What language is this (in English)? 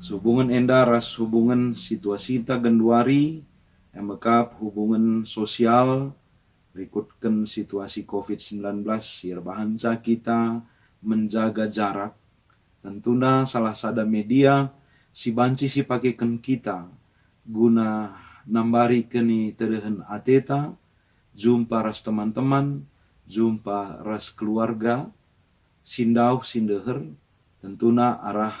Batak Karo